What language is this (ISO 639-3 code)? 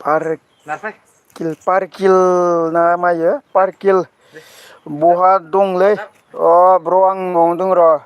brx